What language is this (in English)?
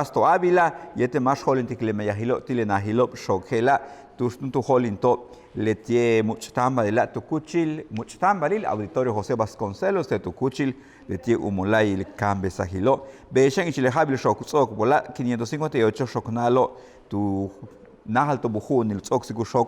Yucateco